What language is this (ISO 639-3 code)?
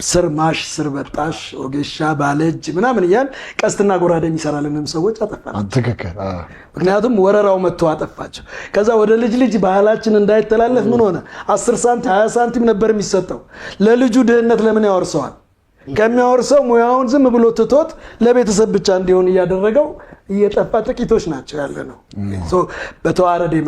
amh